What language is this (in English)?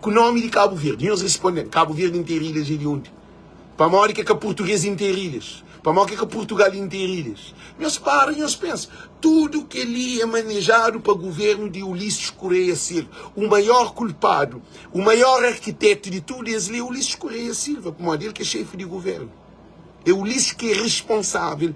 Kabuverdianu